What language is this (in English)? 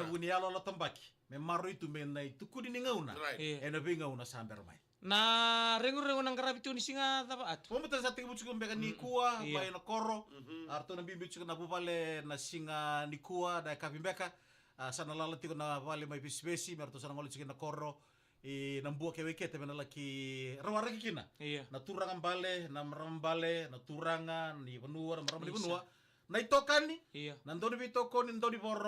Fijian